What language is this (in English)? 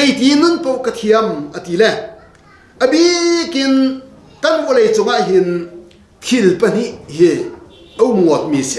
Hakha Chin